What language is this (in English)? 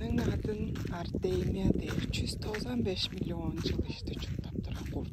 Tuvinian